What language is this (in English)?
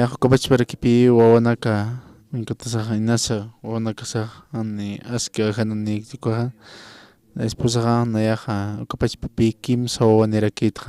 Aymara